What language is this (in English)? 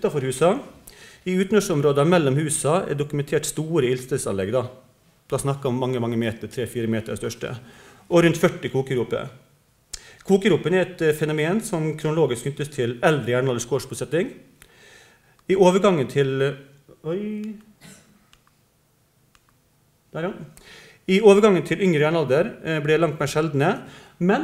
Norwegian